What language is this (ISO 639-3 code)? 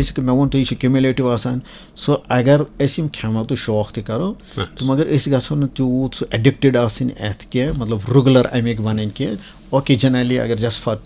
kas